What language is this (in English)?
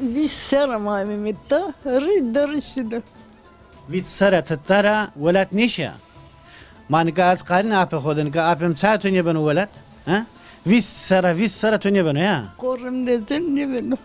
Zaza